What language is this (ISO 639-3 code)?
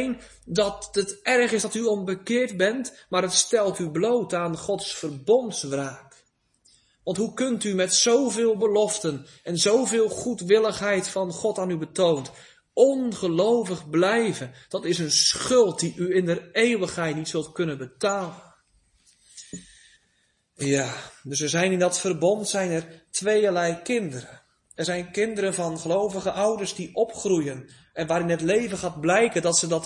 nld